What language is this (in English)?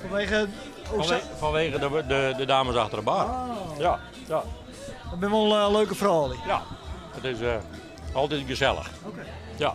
Western Frisian